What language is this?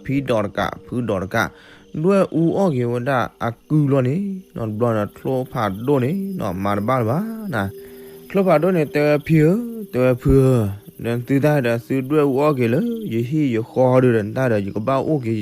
S'gaw Karen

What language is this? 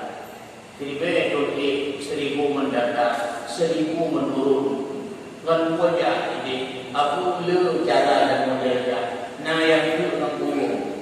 Achinese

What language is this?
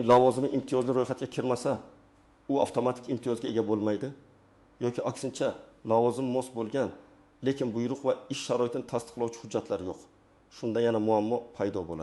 Uzbek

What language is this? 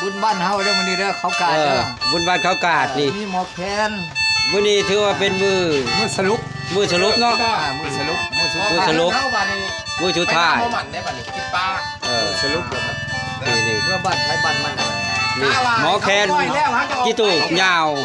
Lao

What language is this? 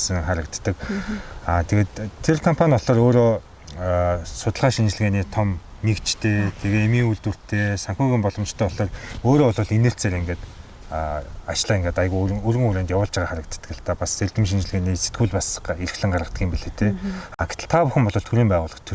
Mongolian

